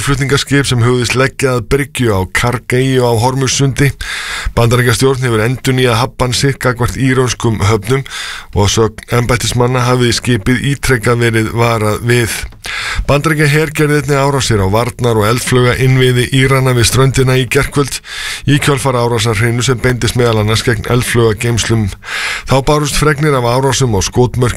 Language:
Icelandic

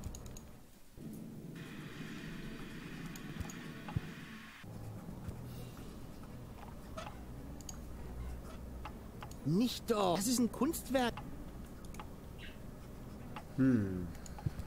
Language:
German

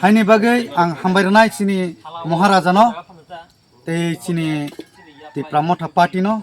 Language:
Kok Borok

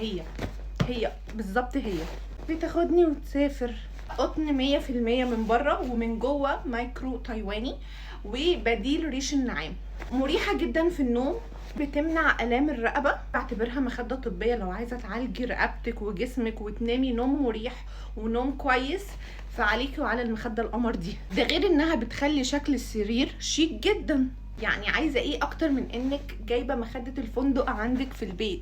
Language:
Egyptian Arabic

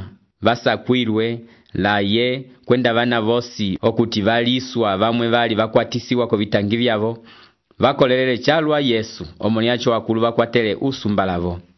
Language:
Umbundu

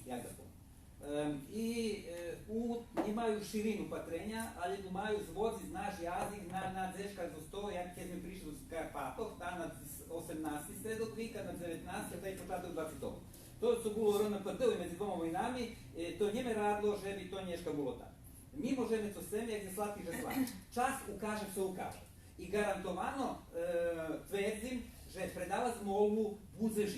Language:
Rusyn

